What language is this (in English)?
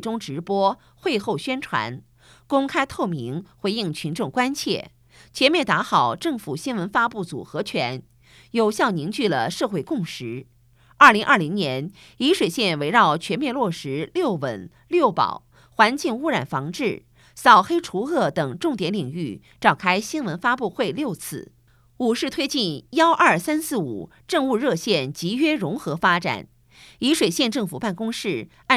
Chinese